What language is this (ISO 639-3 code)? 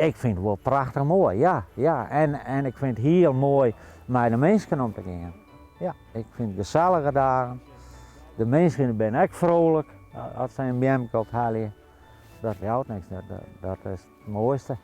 fry